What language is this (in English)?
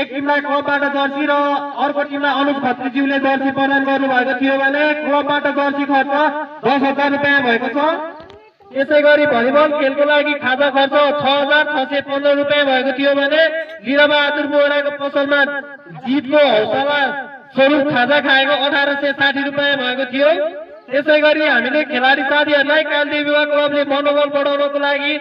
Nepali